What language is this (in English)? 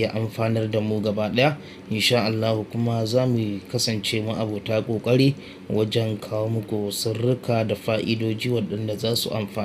Hausa